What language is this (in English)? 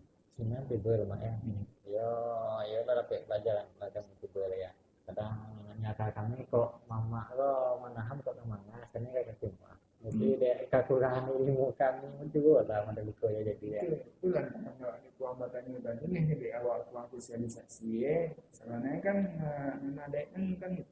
Minangkabau